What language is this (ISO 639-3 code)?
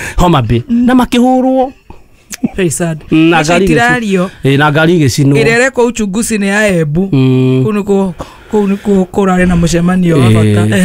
kik